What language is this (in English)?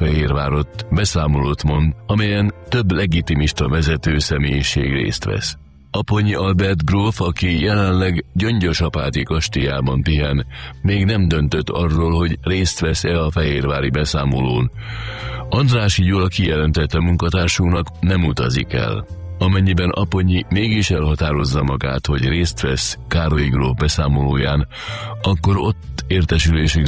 Hungarian